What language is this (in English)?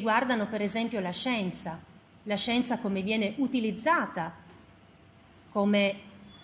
Italian